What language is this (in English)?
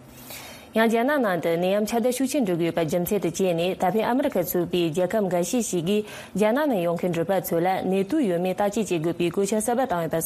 Tibetan